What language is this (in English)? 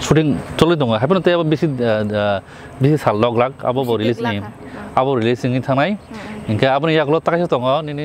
Kok Borok